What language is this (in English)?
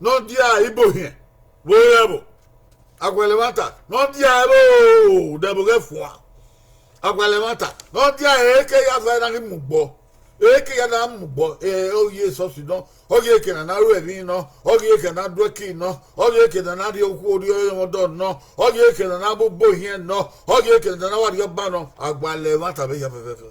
Bini